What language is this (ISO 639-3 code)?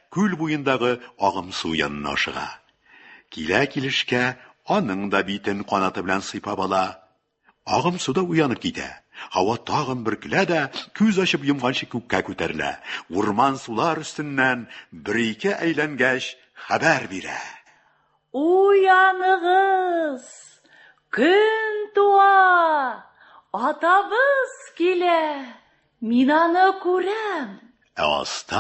tat